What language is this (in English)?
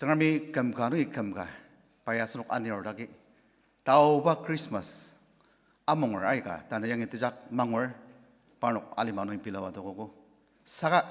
Ao Naga